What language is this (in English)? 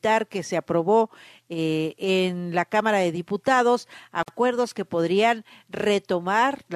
Spanish